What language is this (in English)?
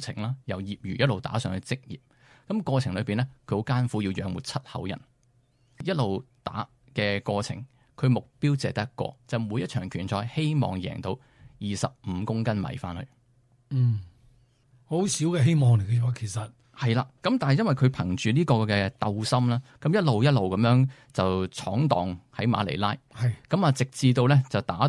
Cantonese